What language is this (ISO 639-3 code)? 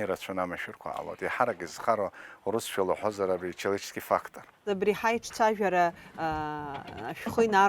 abk